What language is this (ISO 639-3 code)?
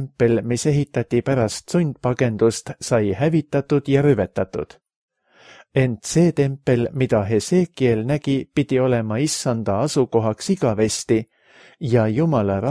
est